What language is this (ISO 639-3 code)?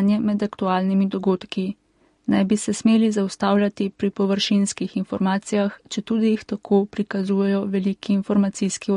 slv